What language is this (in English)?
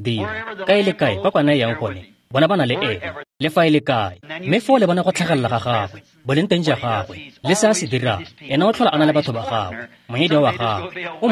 Tswana